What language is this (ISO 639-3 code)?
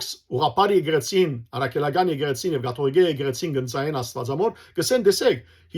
hyw